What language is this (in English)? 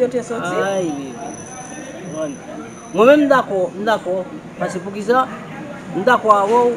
Haitian Creole